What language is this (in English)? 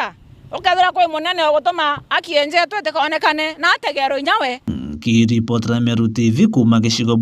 Meru